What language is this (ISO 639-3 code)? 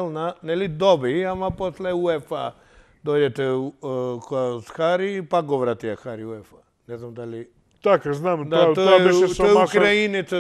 mkd